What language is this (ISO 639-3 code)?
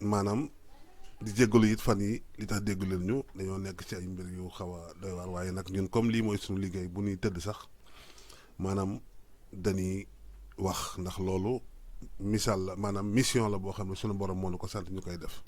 wol